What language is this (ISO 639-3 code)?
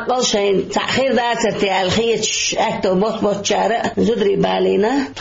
che